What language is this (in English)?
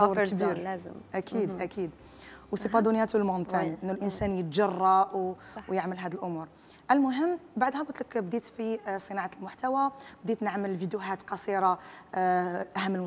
Algerian Arabic